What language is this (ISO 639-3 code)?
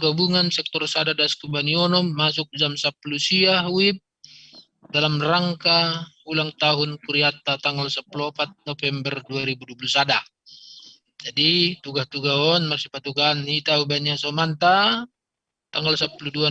bts